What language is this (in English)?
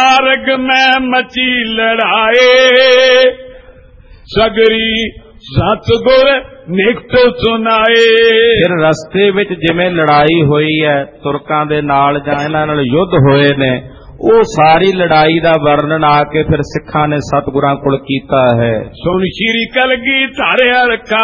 Punjabi